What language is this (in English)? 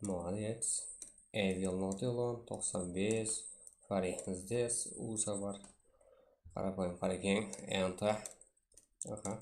Kara-Kalpak